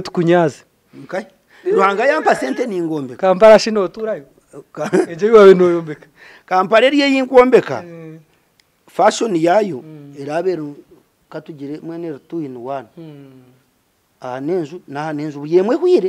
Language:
Nyankole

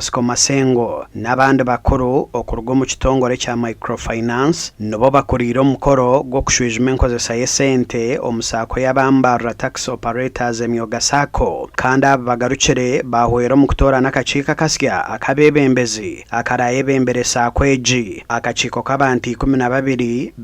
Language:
Nyankole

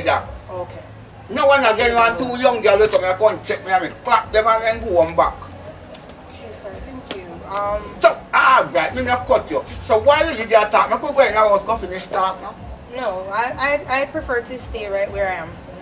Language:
Jamaican Creole English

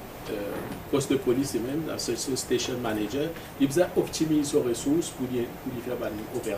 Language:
Morisyen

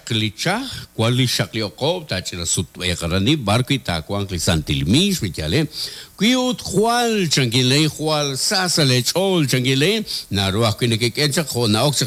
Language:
Kekchí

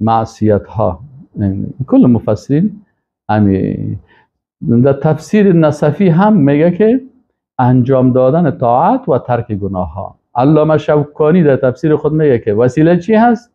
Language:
Persian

